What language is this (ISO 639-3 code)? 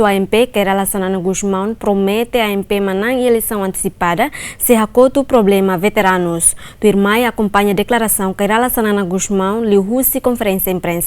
tet